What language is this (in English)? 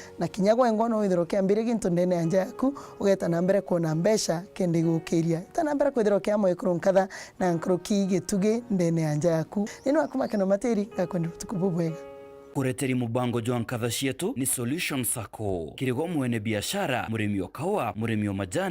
Meru